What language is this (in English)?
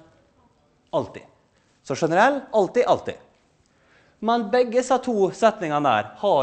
Norwegian